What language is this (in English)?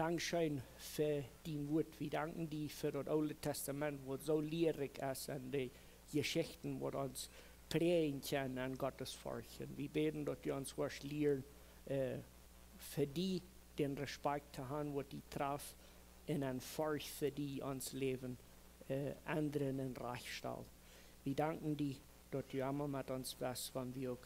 Plautdietsch